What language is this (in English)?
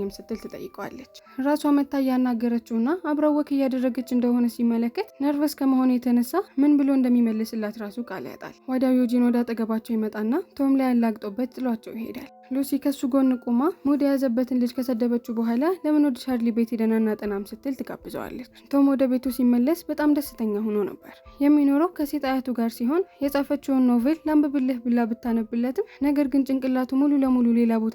Amharic